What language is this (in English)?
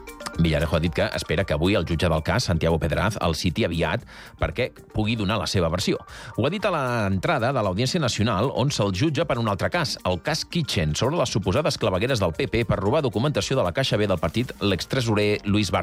Catalan